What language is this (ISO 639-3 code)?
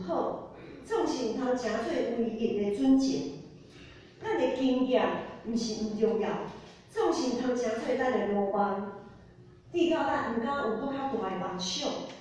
nan